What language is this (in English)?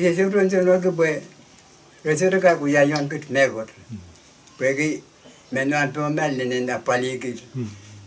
Pohnpeian